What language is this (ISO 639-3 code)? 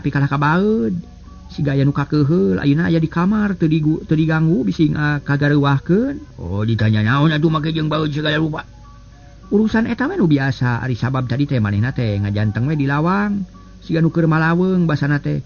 sun